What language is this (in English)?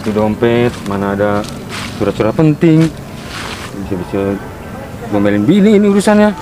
Betawi